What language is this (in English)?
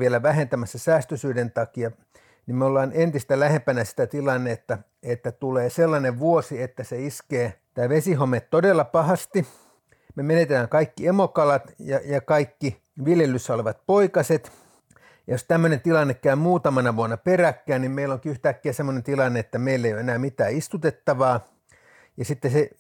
Finnish